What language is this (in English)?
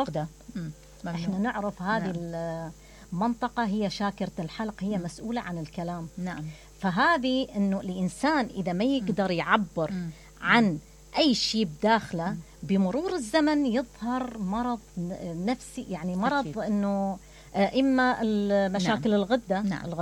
Mesopotamian Arabic